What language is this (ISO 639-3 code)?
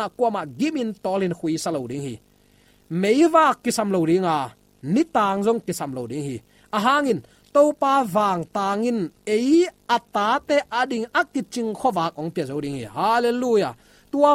ctd